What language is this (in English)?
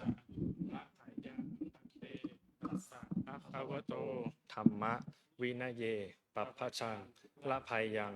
Pali